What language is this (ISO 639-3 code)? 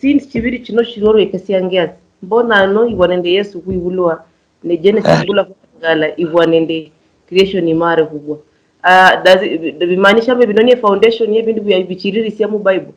luy